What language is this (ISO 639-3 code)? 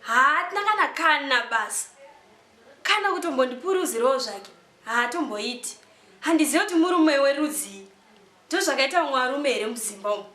sna